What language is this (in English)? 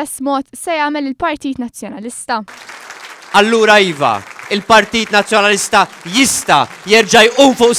Maltese